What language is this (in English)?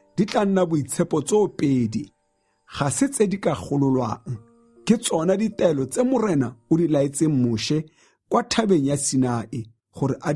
Tswana